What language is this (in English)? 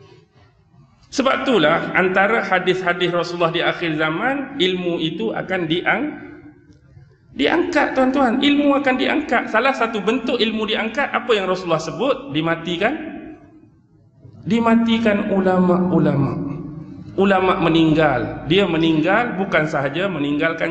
Malay